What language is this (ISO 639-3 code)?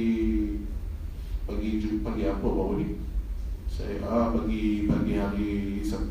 msa